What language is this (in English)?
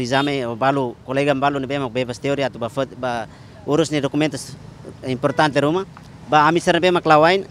Tetum